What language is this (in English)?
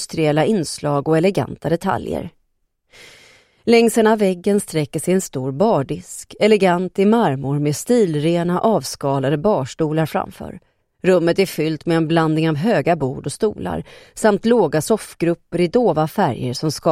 Swedish